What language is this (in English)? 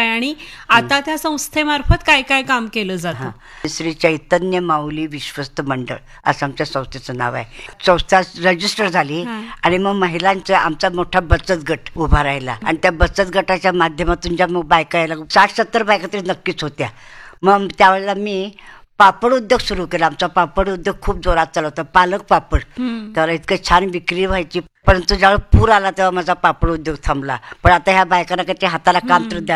Marathi